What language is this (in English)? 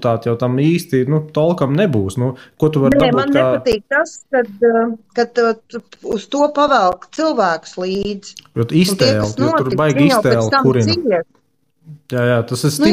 Latvian